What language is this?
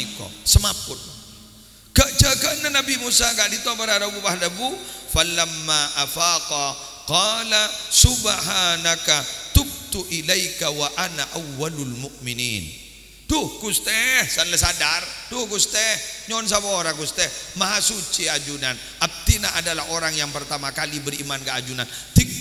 Madurese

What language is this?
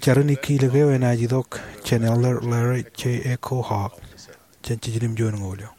Marshallese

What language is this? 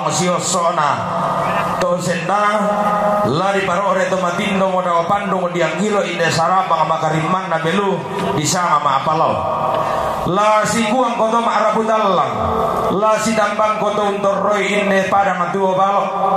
Toraja-Sa'dan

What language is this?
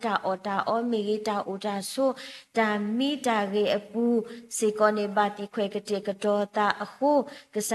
S'gaw Karen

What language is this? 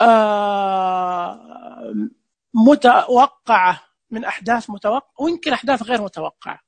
Najdi Arabic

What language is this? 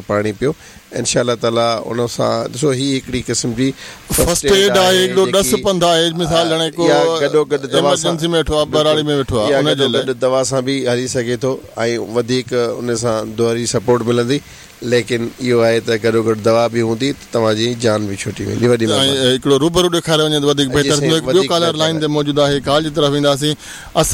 Sindhi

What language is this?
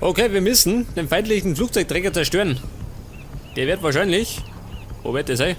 Bavarian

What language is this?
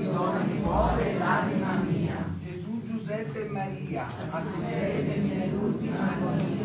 Italian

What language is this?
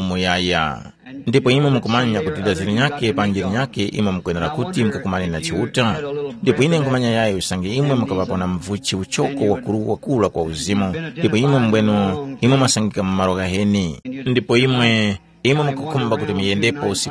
Tumbuka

